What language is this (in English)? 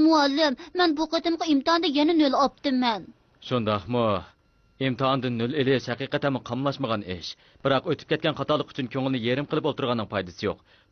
Uyghur